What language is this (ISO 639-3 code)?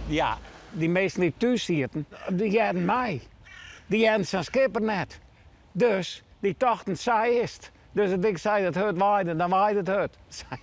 fry